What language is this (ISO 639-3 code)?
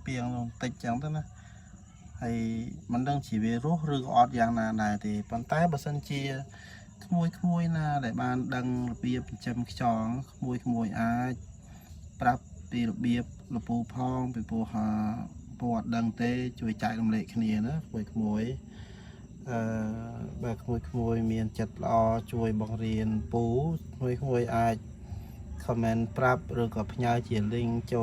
khm